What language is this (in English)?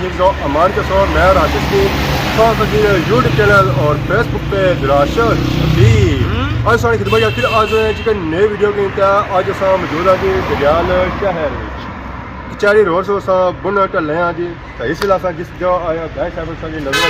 Pahari-Potwari